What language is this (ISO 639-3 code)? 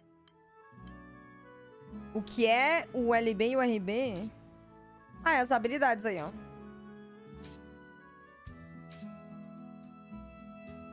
por